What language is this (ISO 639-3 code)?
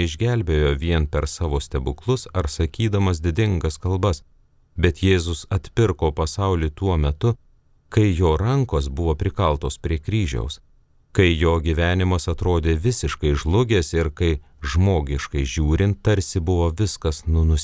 lit